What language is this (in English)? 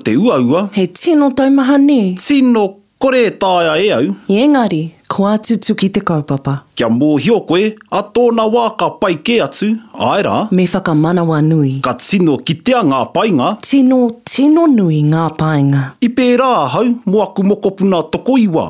Māori